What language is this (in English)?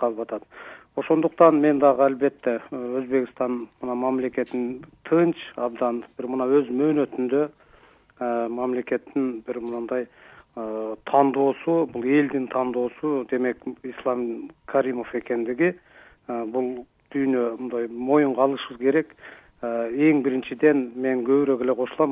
Kyrgyz